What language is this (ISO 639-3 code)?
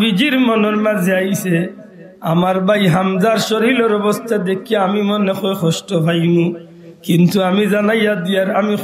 syl